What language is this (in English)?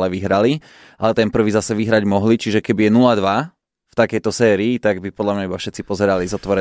Slovak